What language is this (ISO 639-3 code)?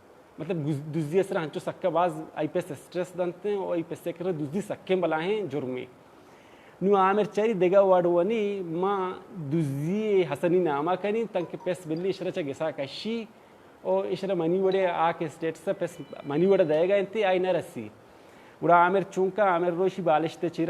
bal